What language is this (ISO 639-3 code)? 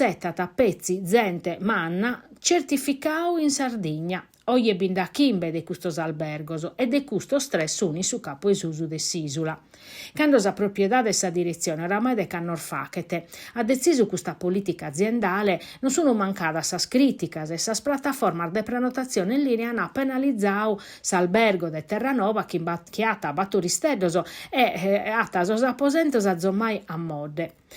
srd